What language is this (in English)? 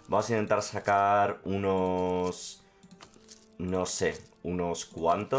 Spanish